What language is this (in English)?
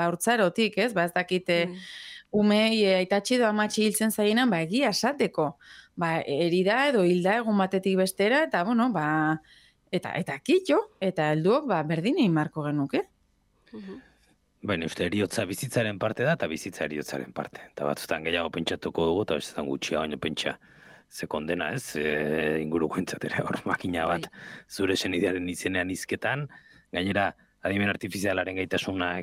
Basque